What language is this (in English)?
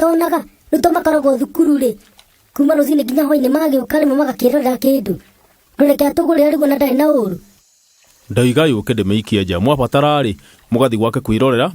Kikuyu